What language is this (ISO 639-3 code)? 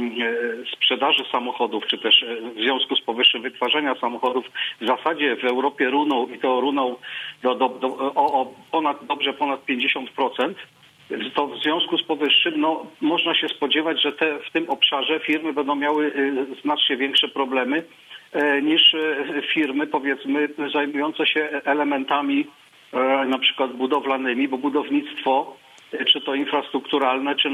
pol